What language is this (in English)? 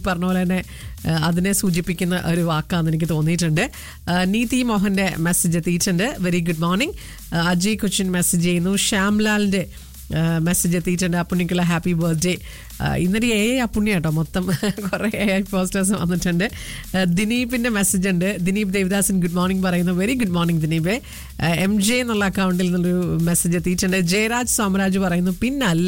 Malayalam